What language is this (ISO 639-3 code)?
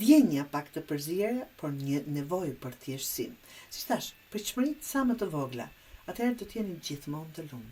sqi